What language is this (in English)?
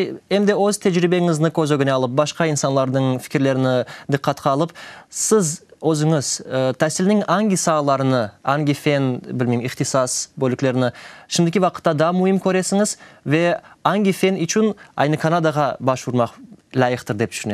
Crimean Tatar